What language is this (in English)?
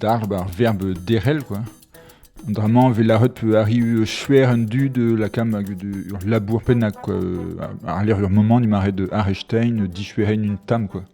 Breton